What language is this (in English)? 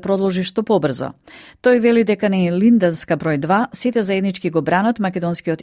Macedonian